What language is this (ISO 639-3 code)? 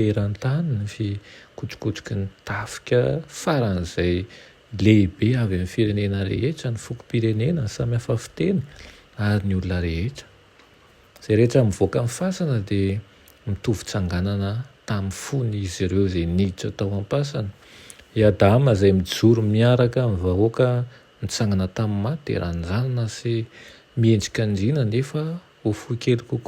mlg